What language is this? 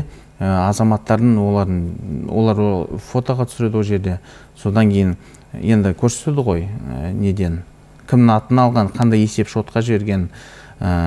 Kazakh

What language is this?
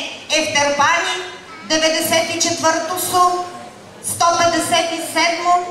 Bulgarian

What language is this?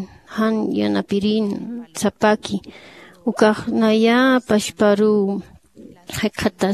Aymara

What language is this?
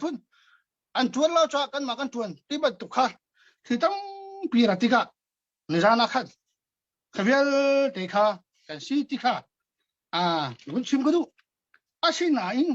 Hakha Chin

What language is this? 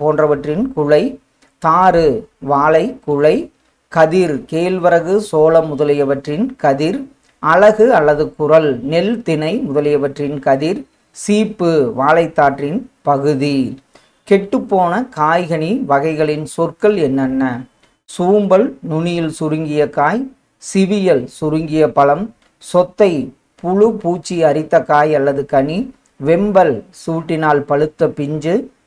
Tamil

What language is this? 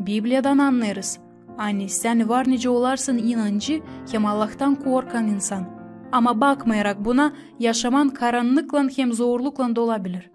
Gagauz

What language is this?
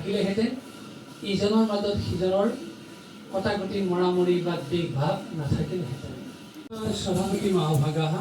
Assamese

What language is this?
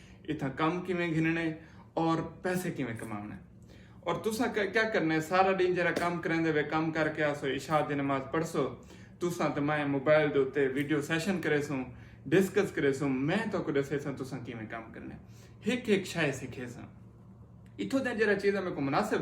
Saraiki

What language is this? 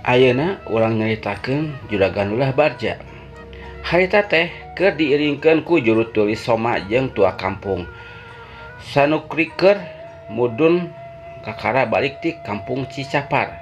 Sundanese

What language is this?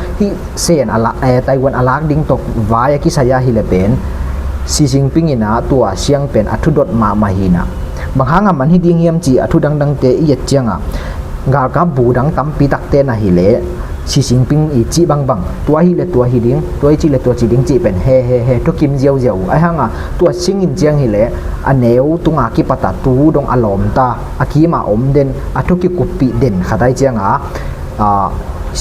Tedim Chin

